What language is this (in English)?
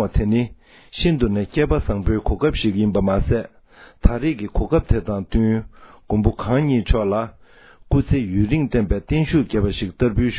Tibetan